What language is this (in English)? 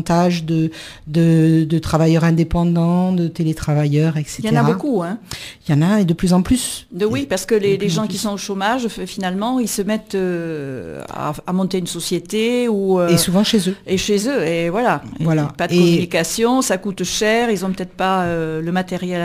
French